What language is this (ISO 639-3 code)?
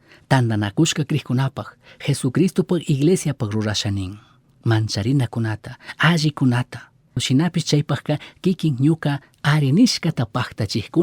qug